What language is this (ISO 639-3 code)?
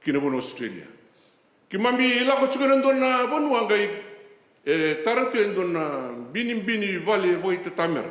fij